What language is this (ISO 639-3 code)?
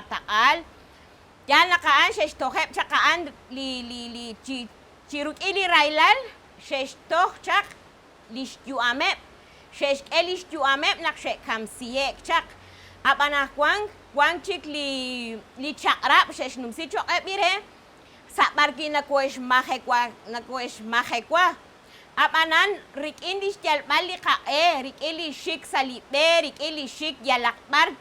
kek